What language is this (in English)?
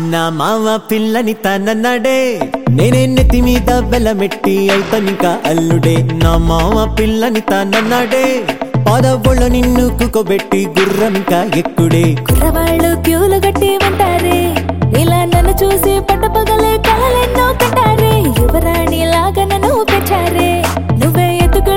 Telugu